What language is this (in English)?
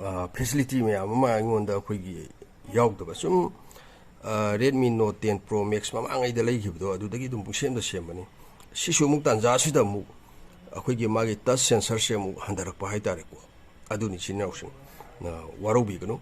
Manipuri